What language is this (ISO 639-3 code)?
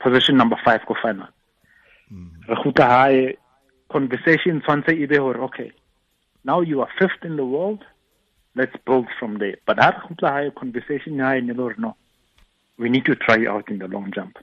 tsn